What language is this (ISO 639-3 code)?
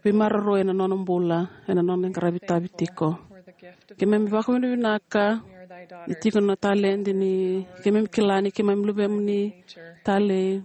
fij